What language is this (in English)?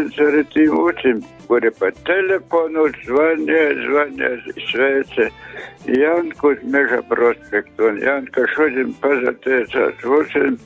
Latgalian